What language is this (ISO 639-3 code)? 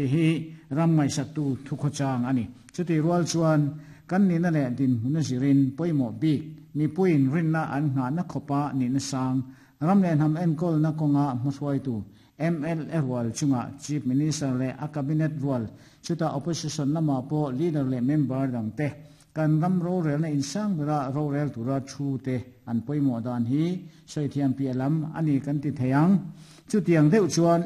lus